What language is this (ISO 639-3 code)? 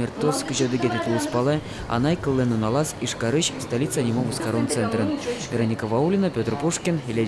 udm